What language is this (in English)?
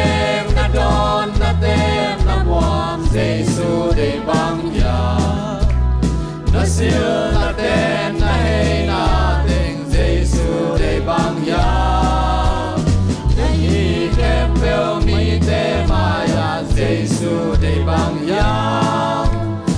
Tedim Chin